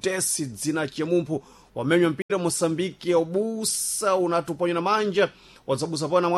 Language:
Sena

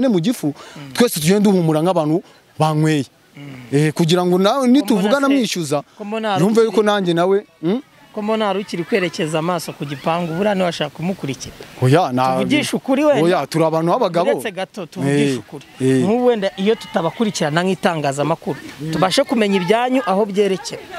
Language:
Kinyarwanda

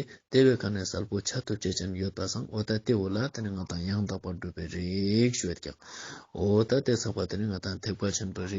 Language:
Ladakhi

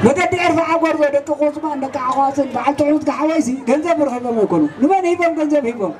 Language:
Tigrinya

